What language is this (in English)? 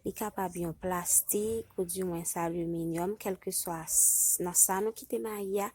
Haitian Creole